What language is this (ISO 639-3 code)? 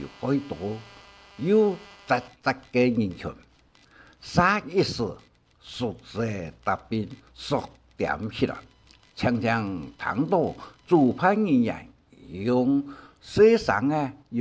hak